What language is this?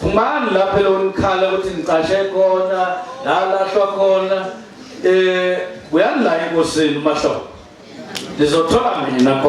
Zulu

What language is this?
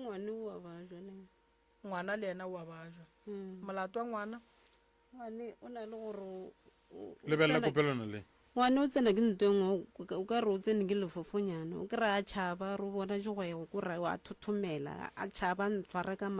Northern Sotho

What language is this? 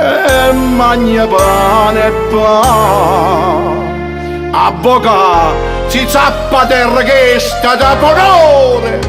Neapolitan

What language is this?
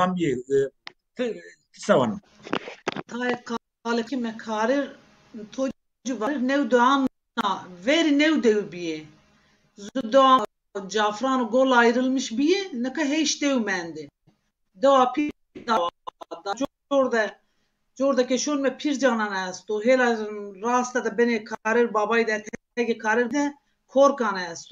Zaza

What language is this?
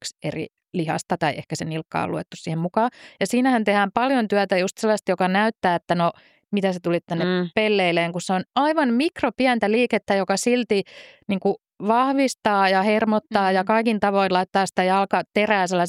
Finnish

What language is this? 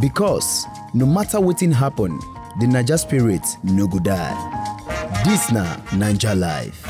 Nigerian Pidgin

